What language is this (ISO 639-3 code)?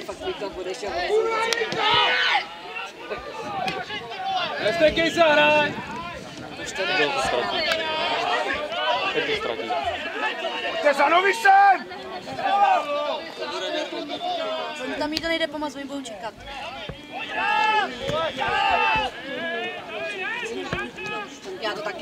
ces